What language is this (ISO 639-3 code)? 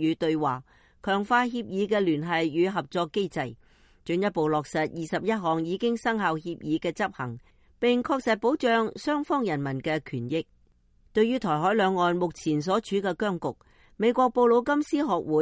yue